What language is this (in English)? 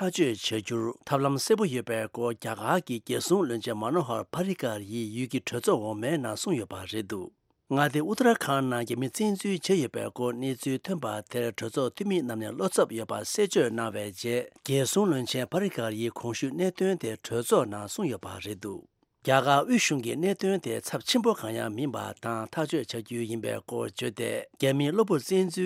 Tibetan